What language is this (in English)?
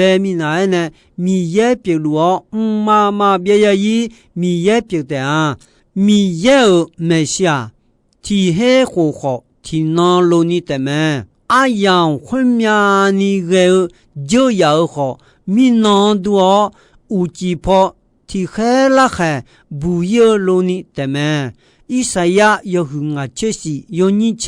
Akha